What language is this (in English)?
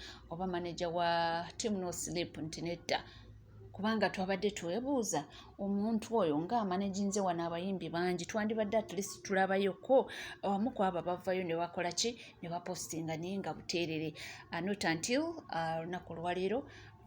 Ganda